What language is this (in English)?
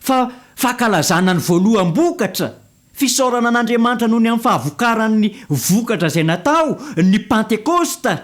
Malagasy